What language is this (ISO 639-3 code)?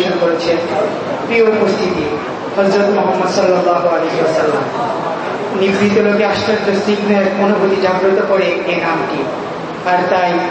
ben